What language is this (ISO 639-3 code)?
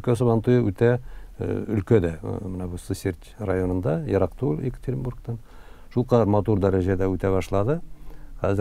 tat